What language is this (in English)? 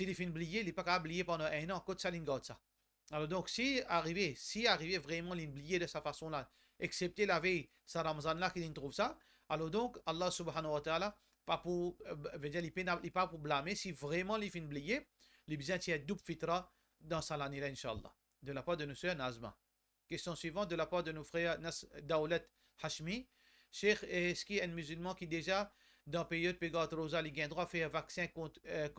Morisyen